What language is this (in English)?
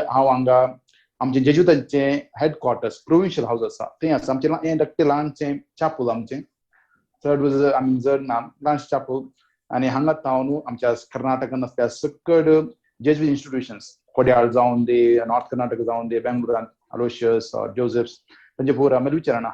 Konkani